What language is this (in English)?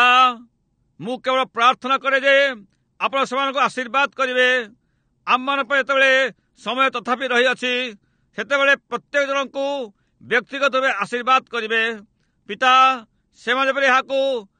Odia